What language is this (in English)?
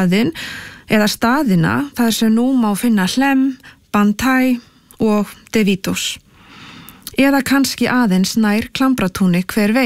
Icelandic